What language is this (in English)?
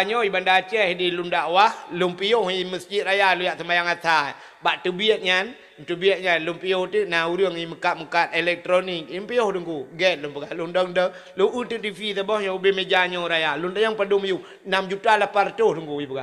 Achinese